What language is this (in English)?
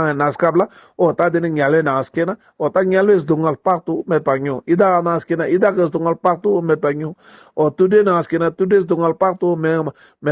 Ladakhi